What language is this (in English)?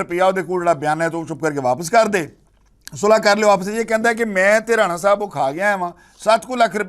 Western Panjabi